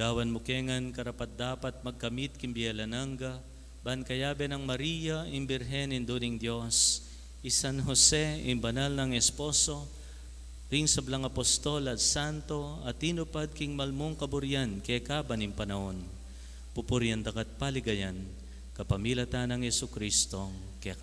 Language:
Pampanga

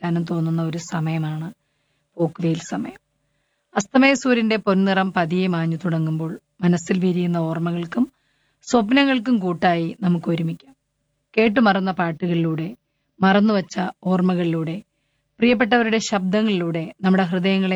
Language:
Malayalam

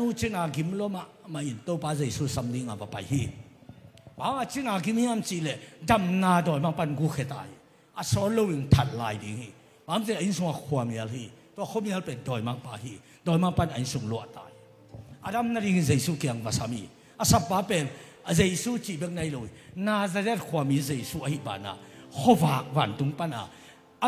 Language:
Tedim Chin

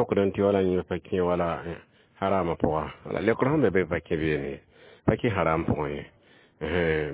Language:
Mossi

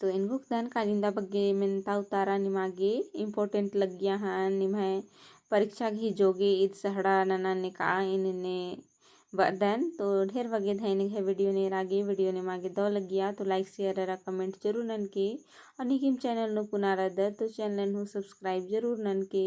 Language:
Kurukh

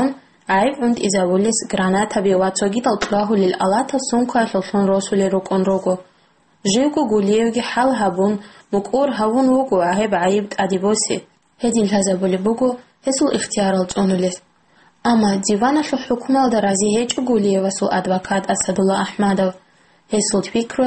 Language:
Avaric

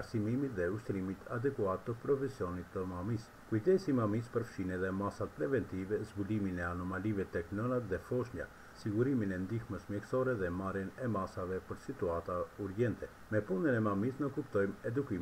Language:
Albanian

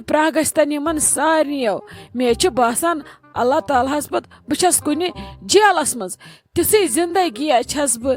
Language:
Kashmiri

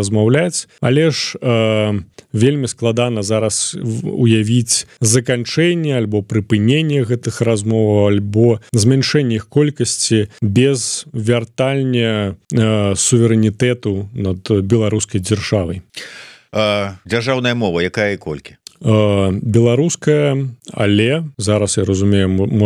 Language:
Belarusian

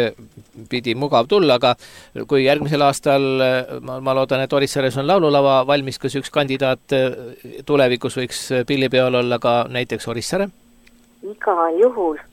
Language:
Estonian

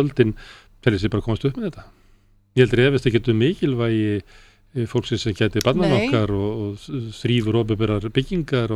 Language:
Icelandic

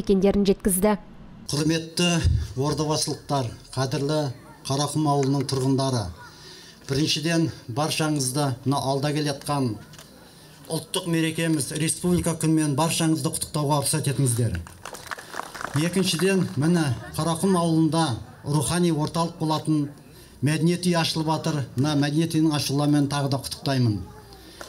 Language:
Kazakh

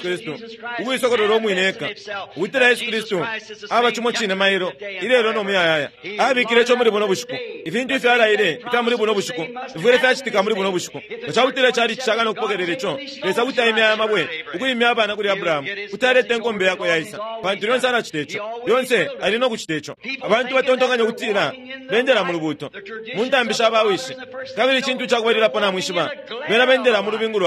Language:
Bemba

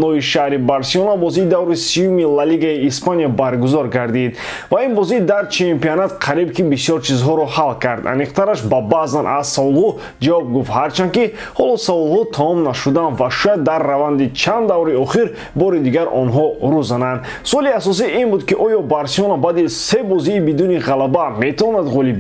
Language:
Tajik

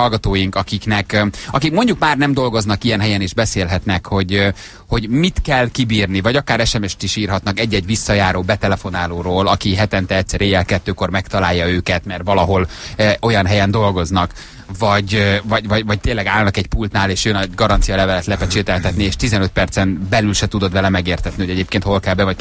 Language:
Hungarian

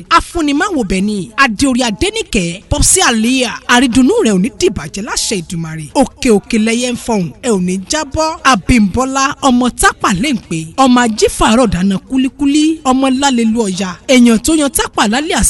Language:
Yoruba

